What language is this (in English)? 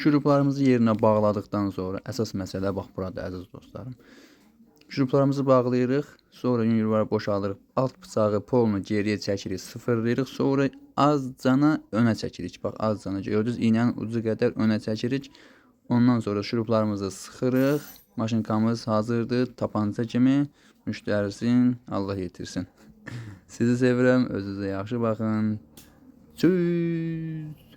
Azerbaijani